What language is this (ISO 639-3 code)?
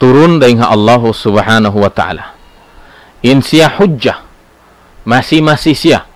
tsg